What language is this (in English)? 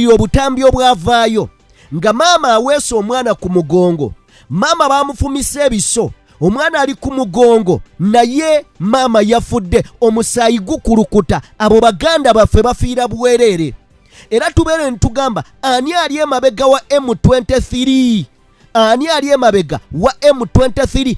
Ganda